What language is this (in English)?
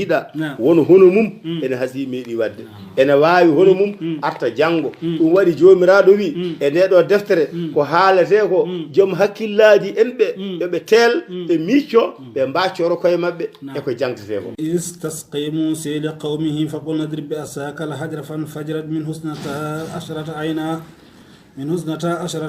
Fula